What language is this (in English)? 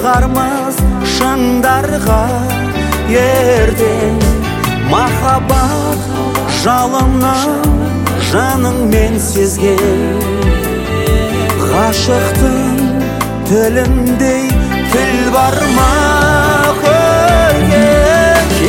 Kazakh